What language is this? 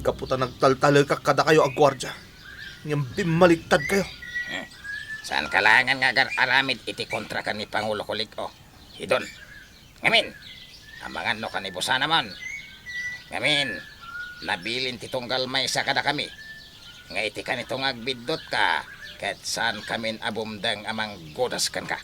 Iloko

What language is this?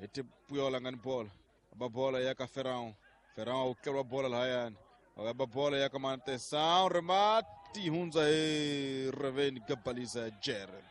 Tsonga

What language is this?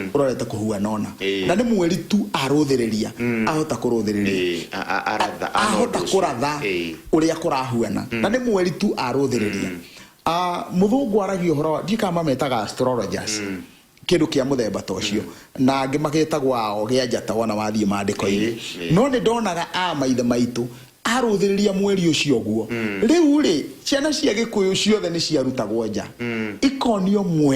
Kikuyu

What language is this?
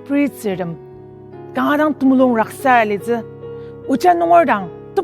Ao Naga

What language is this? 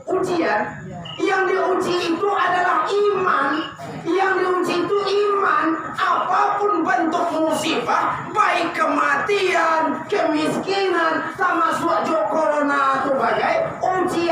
Minangkabau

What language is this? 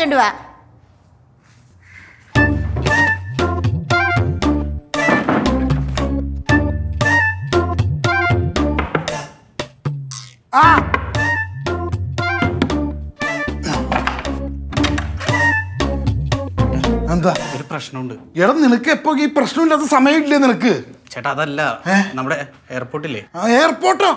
Malayalam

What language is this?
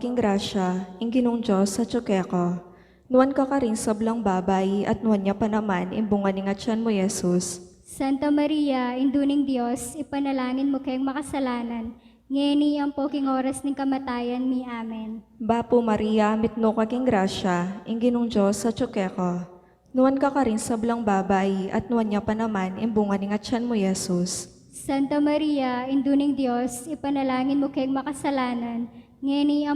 Pampanga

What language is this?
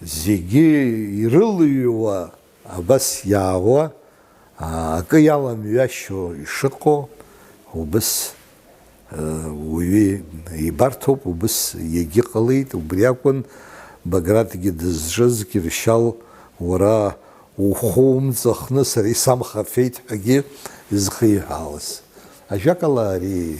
Abkhazian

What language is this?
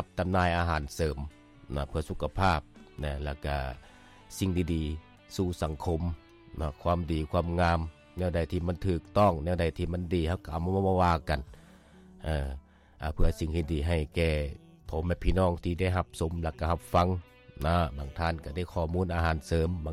Lao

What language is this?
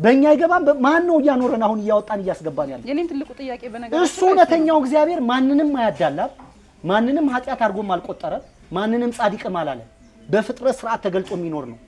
Amharic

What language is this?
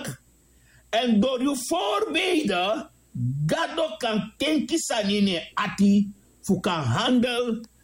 Sranan Tongo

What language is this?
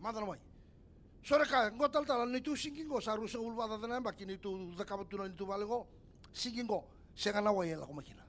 Fijian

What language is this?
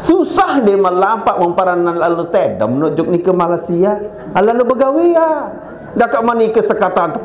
Sasak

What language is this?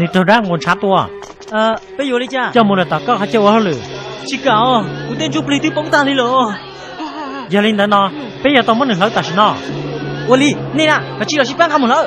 Hmong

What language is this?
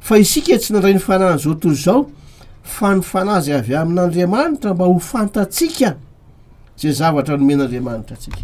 Malagasy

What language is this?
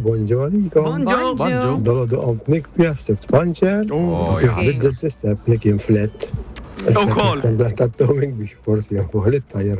Maltese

